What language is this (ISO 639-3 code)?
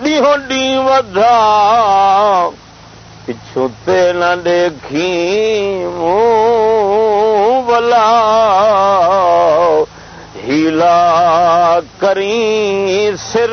skr